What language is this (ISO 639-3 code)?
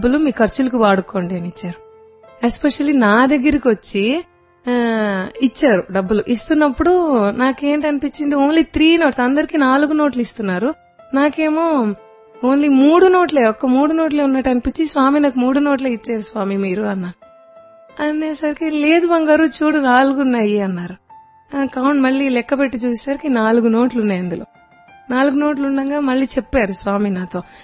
tel